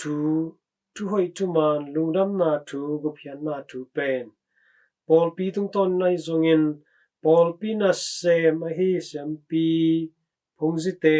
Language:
Tedim Chin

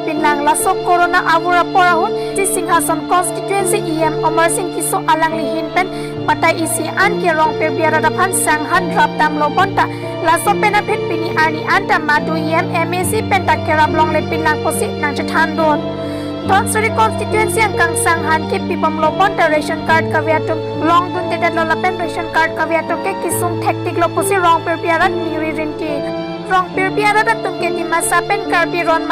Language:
Karbi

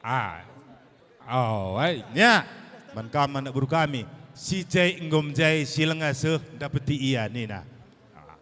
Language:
Batak Karo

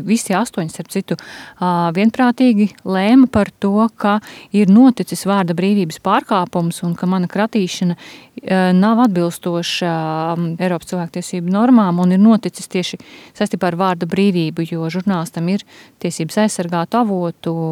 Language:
Latvian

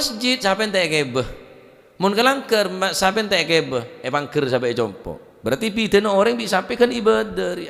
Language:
Madurese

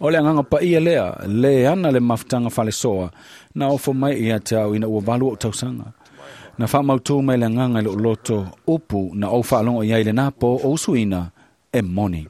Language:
Samoan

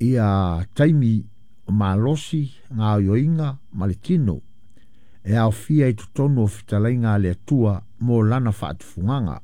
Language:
Samoan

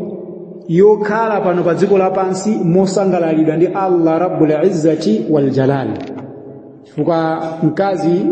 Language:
Nyanja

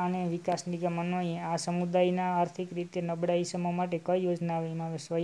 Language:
Gujarati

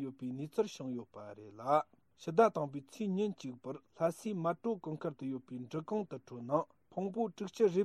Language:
Tibetan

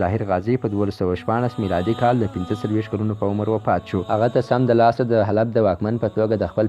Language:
Pashto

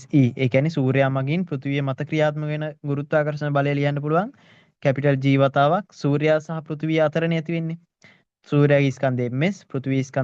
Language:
Sinhala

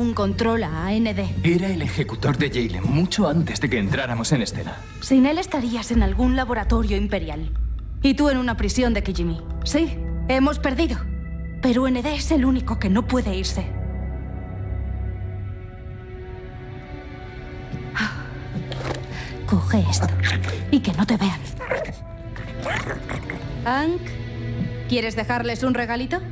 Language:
Spanish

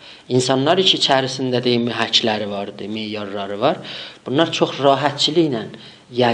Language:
South Azerbaijani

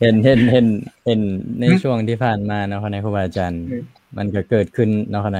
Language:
Lao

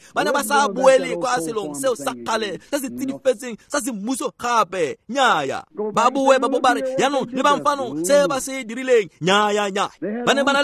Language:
Tswana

